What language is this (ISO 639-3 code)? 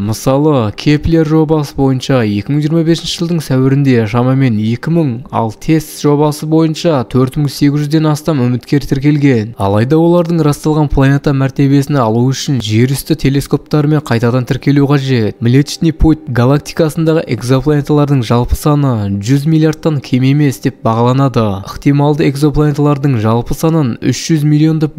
kaz